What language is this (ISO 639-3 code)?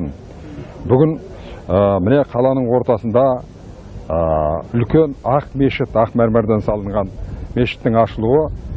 kaz